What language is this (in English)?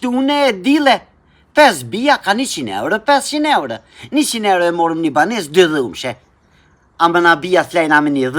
Albanian